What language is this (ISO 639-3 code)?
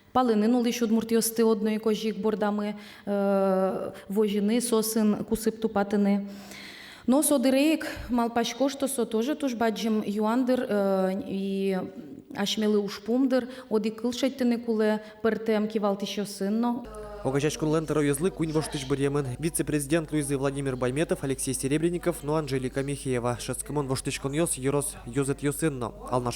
udm